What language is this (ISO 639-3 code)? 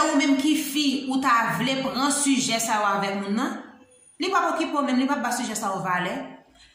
hat